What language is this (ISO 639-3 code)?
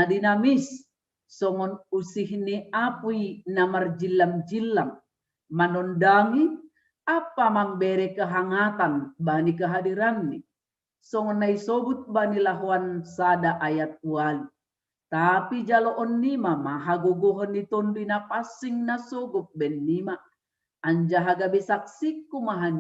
bts